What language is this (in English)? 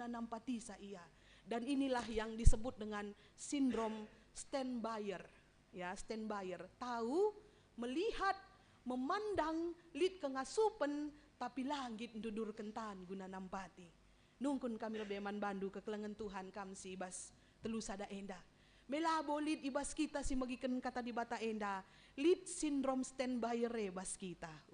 Batak Karo